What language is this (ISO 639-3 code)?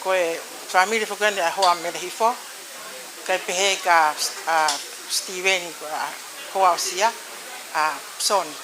ton